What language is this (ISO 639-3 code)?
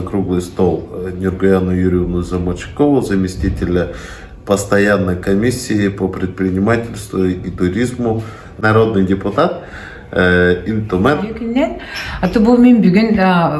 sah